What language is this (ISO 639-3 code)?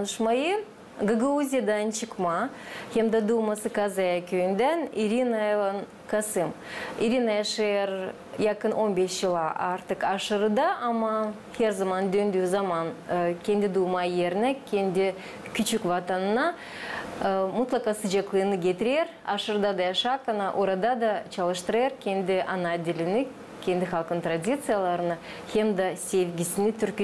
gag